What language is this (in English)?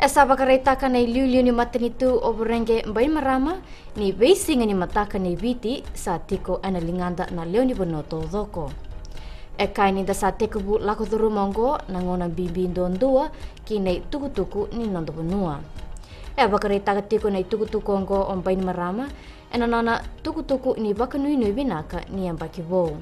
Fijian